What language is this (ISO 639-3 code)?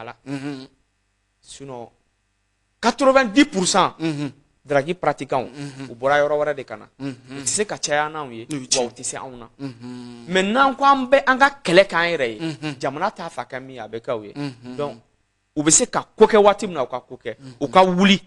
bam